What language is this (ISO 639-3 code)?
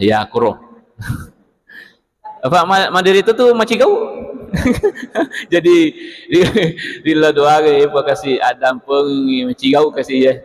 bug